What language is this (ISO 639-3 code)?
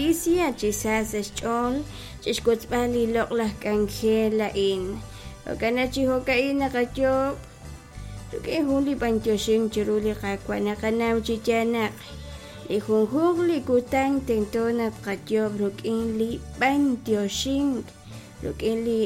kek